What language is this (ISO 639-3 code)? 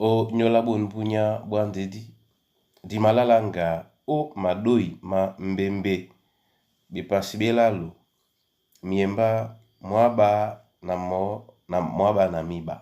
dua